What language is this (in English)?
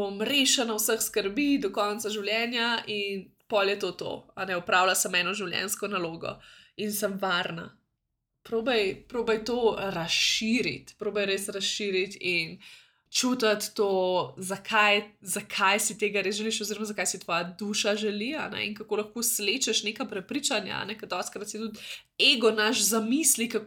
Slovenian